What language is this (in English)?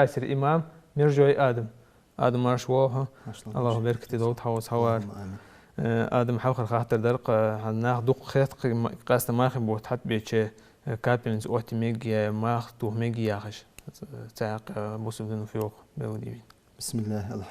Ingush